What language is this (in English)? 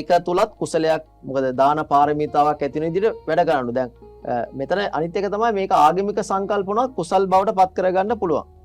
Sinhala